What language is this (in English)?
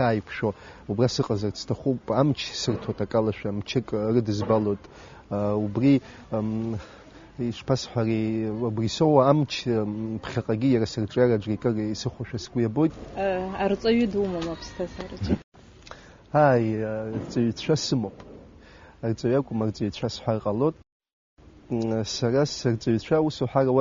Abkhazian